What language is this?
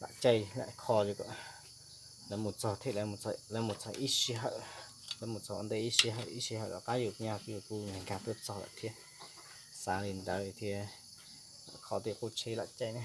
Hmong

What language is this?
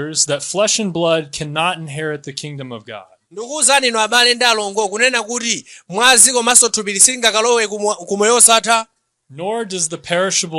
Nyanja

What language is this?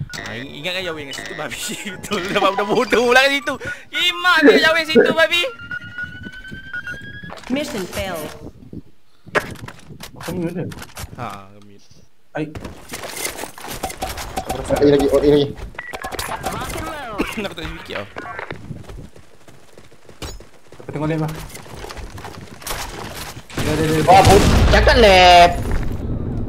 Malay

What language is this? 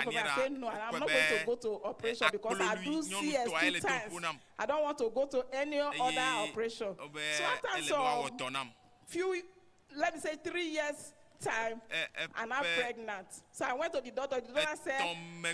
Ewe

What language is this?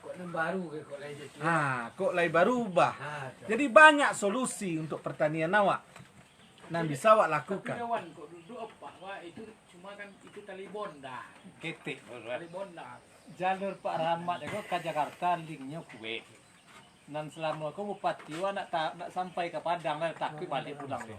Minangkabau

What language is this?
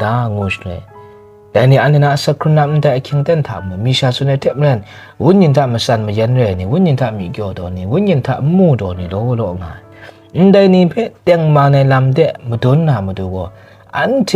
Kachin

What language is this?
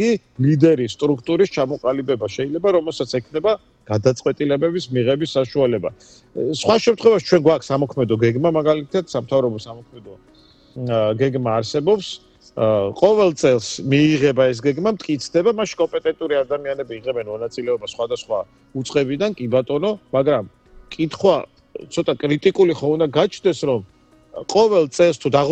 Georgian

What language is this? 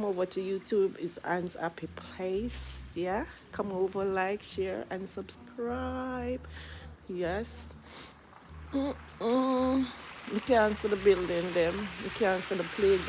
Jamaican Creole English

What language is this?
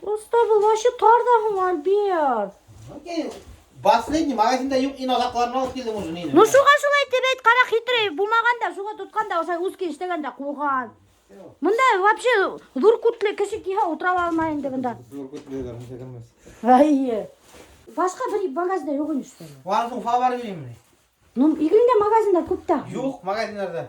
Bashkir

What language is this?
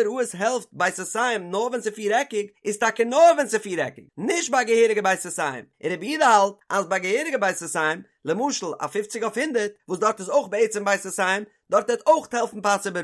Yiddish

